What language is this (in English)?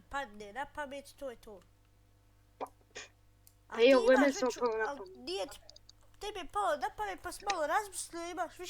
Bosnian